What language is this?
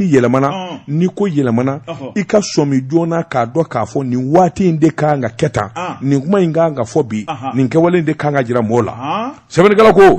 Bambara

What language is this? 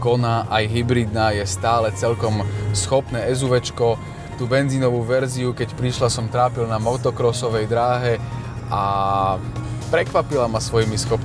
Slovak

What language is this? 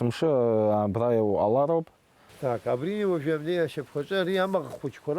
Abkhazian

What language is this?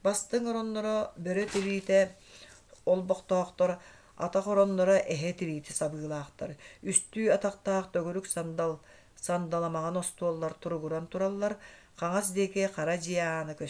Yakut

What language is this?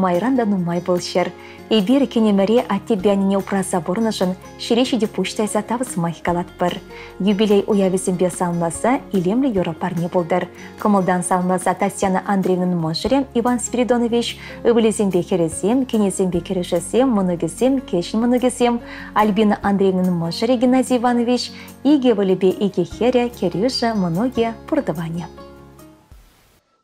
Chuvash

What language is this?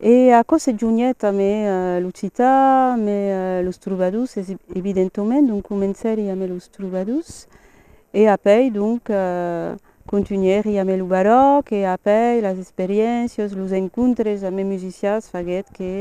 Occitan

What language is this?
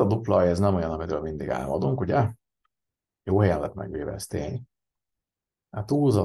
Hungarian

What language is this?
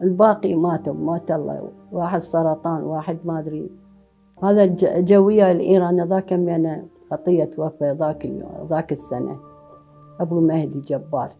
Mesopotamian Arabic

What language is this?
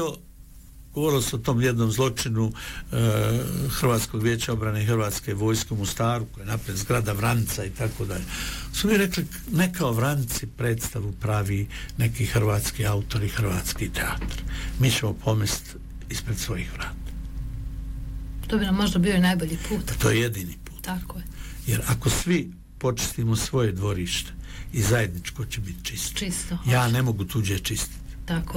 Bosnian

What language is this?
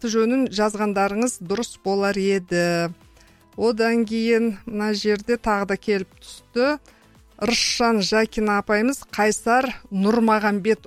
Kazakh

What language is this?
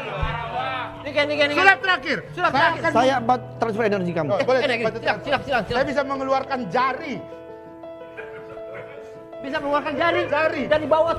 Indonesian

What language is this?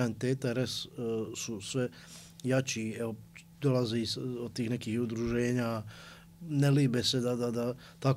Bosnian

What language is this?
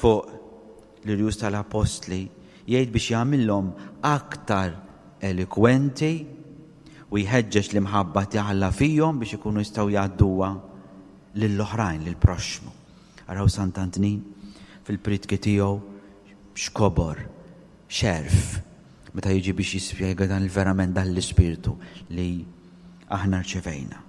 Maltese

